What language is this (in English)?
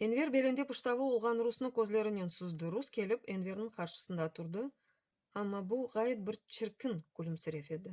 Crimean Tatar